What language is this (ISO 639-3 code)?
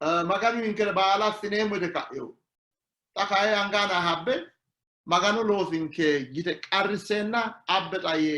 sid